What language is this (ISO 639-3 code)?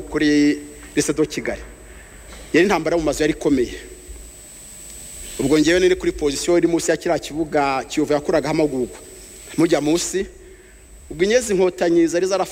kin